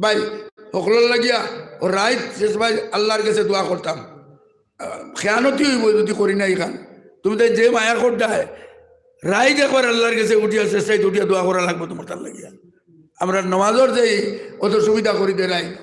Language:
Sylheti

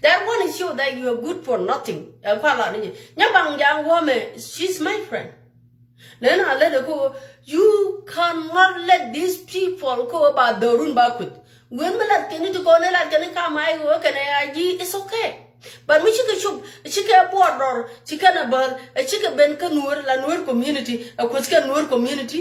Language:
Nuer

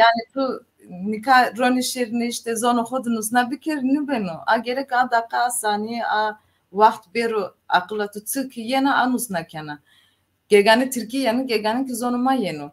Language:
Zaza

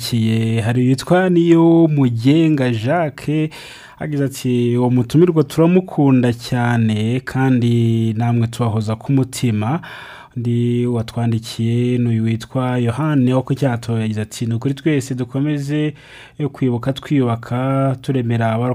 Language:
Kinyarwanda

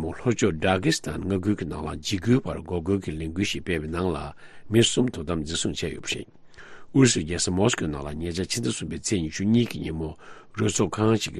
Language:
Tibetan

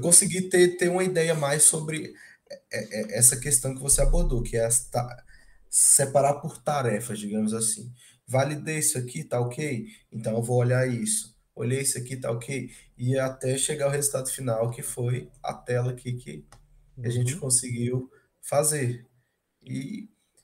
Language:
Portuguese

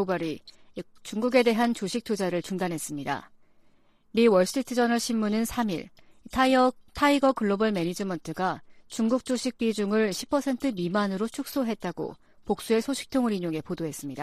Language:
Korean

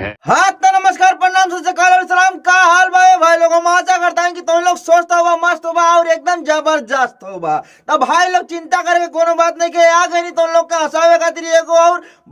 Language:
Bhojpuri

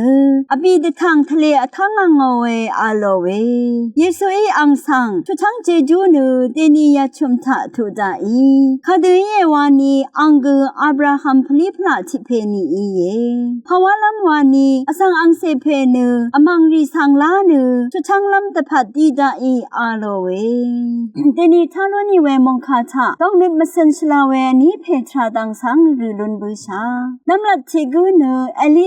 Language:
Rawang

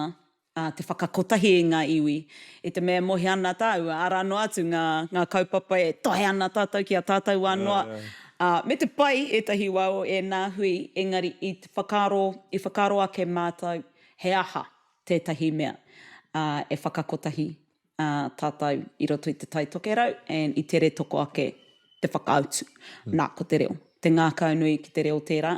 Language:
Māori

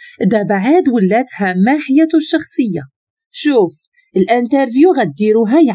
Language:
Moroccan Arabic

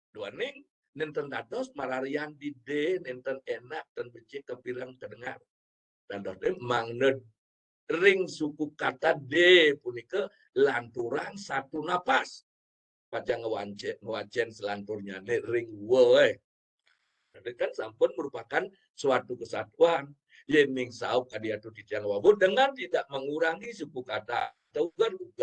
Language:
Balinese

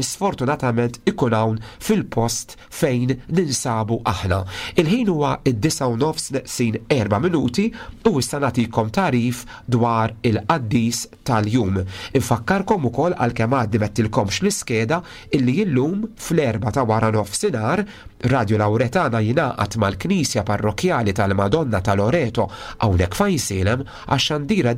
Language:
Maltese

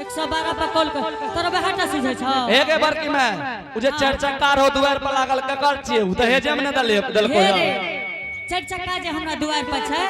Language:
Angika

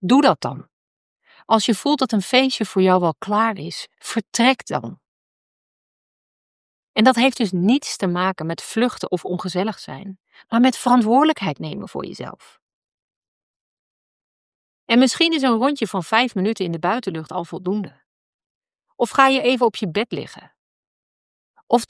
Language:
Dutch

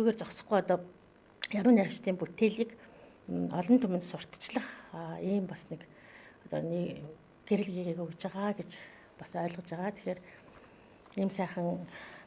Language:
Mongolian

